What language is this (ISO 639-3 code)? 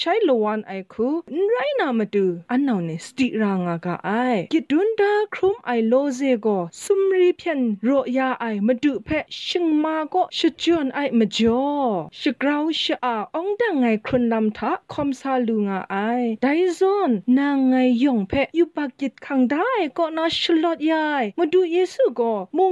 kac